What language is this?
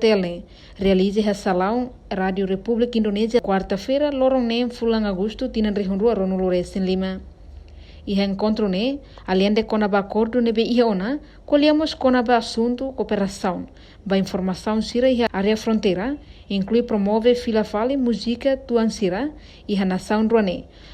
Tetum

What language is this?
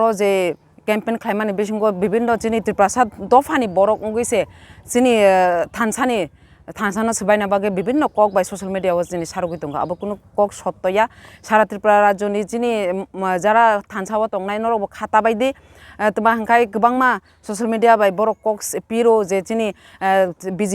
Kok Borok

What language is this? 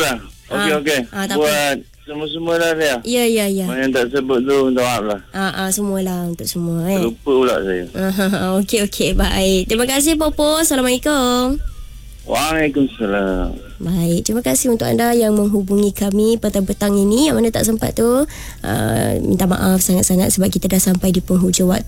Malay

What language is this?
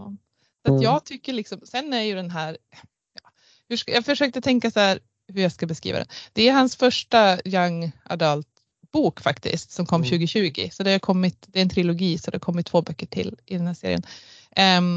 Swedish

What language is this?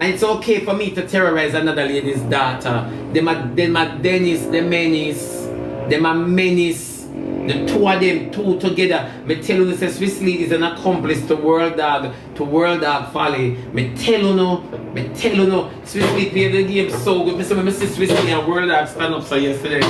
Jamaican Creole English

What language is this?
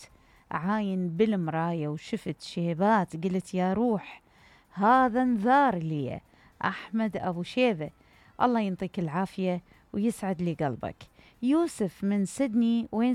Mesopotamian Arabic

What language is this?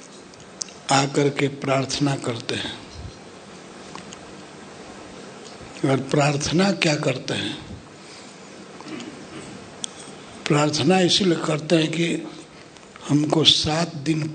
Hindi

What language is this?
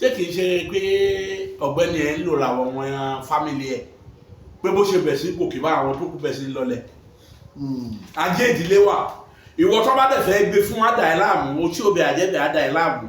Yoruba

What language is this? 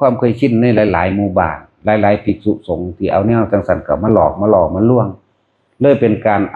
Northeastern Thai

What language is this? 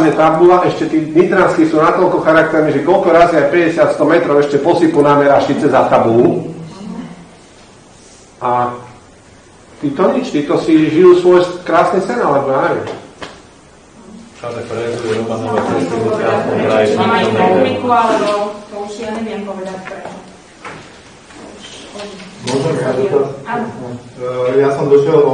Slovak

